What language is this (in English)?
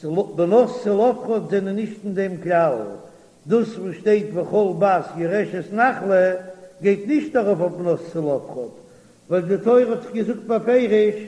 Yiddish